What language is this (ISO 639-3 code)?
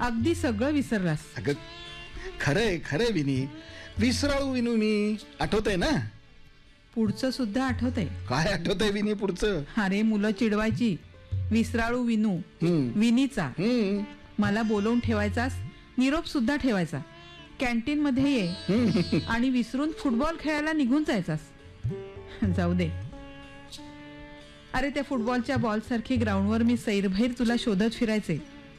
mar